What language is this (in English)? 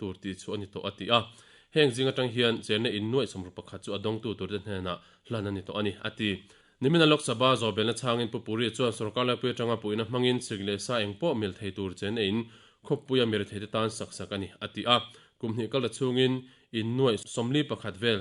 Mizo